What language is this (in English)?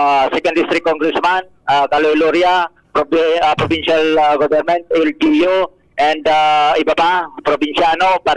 Bikol